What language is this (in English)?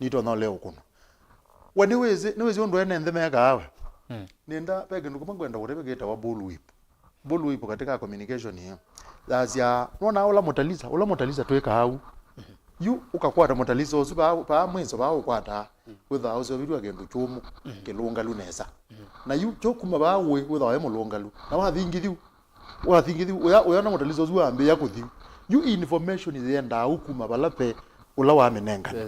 Kamba